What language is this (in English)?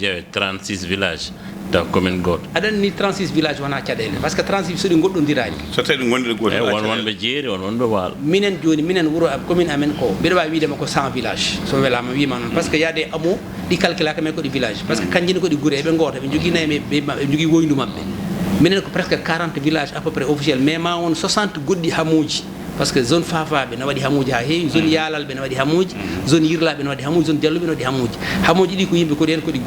Fula